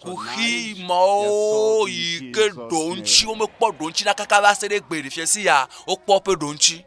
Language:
Ewe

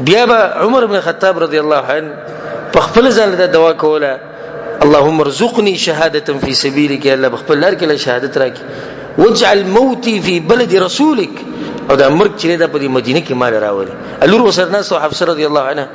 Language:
Pashto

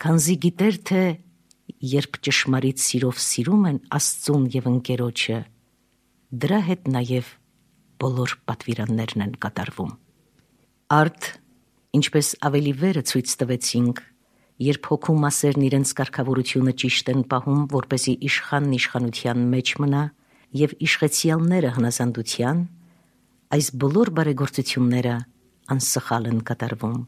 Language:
Armenian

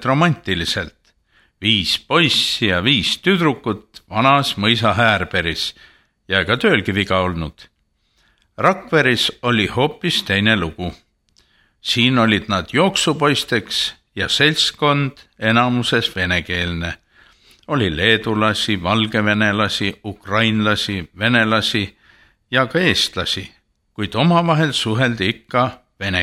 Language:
Estonian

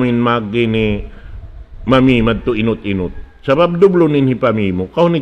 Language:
Tausug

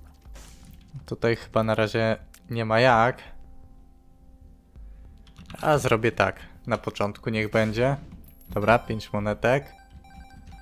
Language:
Polish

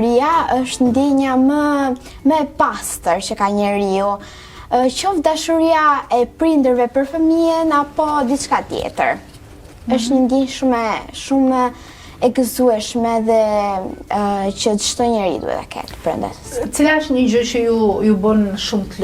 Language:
Albanian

